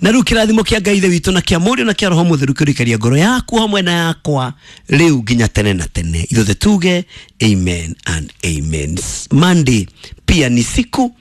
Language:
Kikuyu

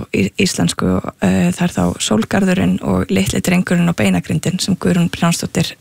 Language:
Icelandic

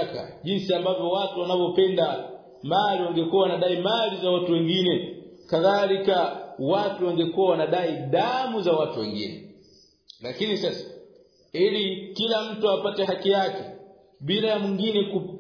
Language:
Swahili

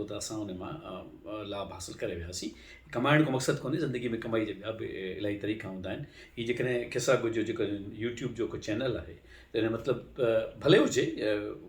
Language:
Sindhi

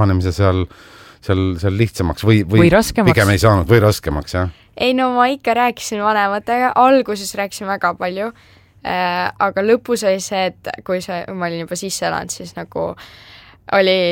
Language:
Estonian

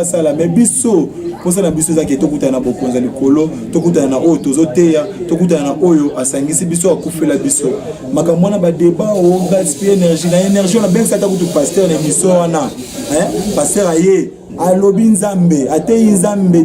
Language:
Lingala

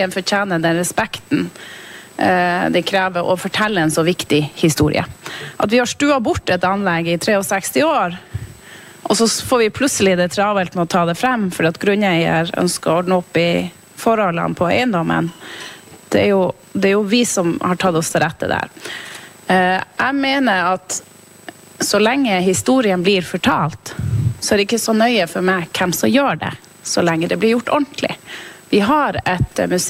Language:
Norwegian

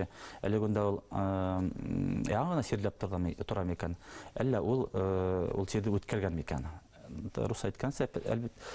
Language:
Bashkir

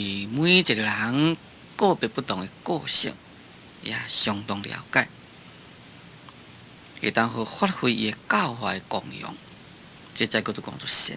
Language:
Min Nan Chinese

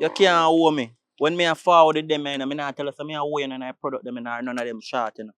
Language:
Jamaican Creole English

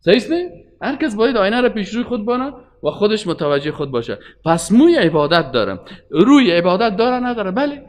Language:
Persian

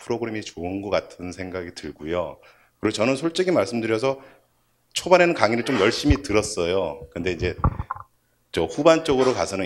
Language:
Korean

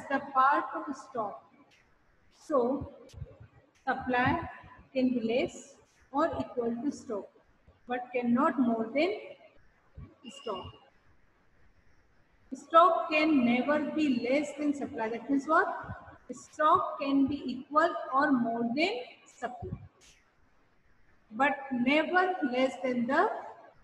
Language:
English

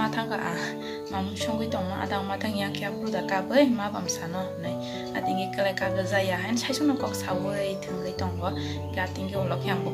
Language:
Kok Borok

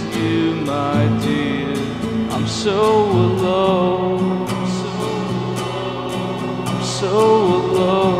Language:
English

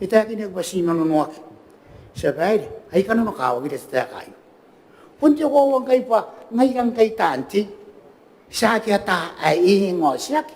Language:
Gilbertese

